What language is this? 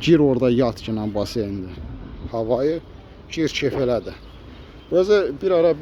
Azerbaijani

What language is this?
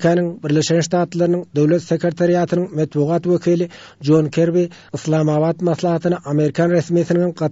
Turkmen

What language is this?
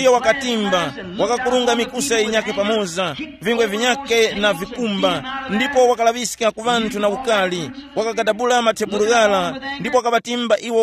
Tumbuka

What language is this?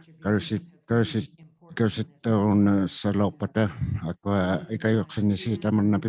Inuktitut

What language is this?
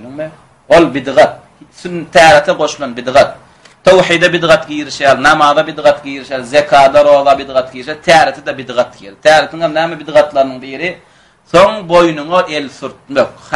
Turkmen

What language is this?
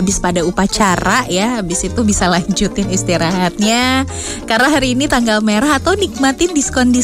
Indonesian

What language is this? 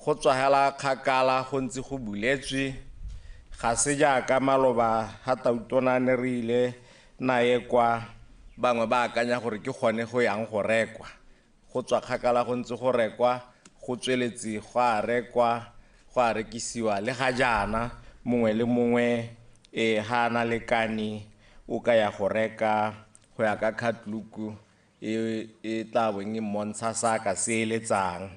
Tswana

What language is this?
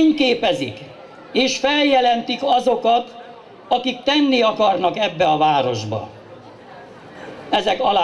Hungarian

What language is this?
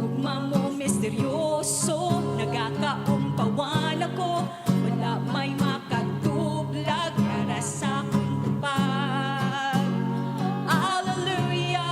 Hiligaynon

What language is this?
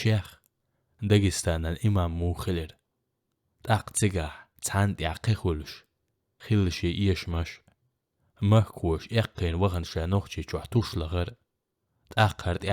Chechen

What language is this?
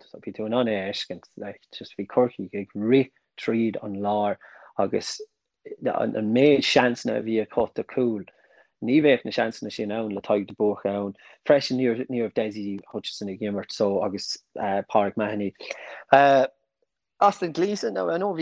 Irish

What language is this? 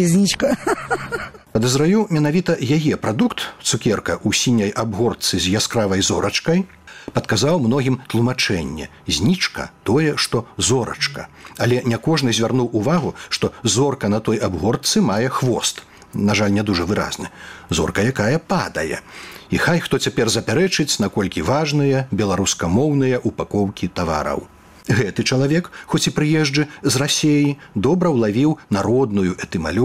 Belarusian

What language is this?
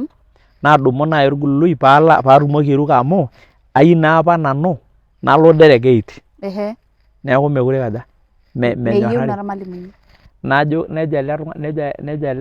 Masai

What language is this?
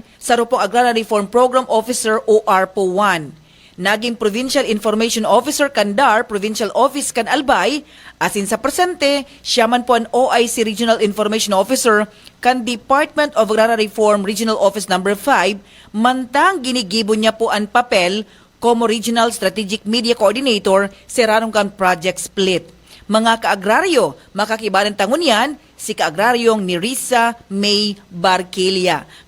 Bikol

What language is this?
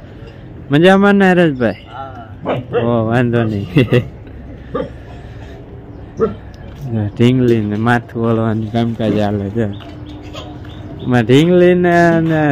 Gujarati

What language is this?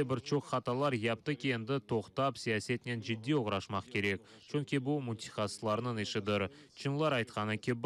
Crimean Tatar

